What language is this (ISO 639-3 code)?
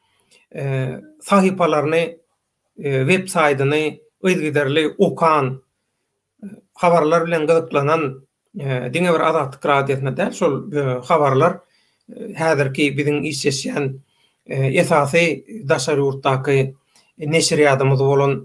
tuk